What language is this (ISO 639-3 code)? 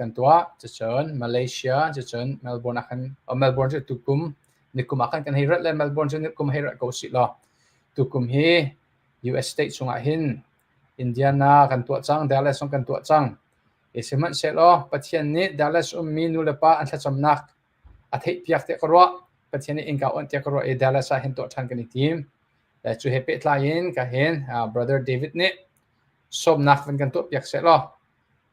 cnh